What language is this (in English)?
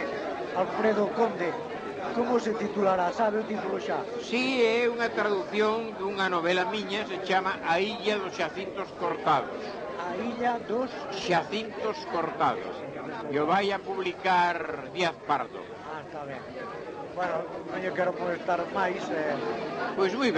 Galician